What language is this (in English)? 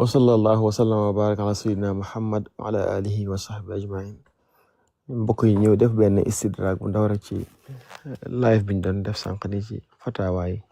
Wolof